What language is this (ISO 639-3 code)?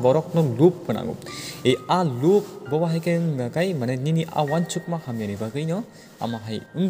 trp